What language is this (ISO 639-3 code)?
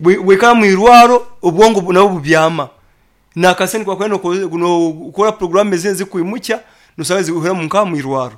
nyn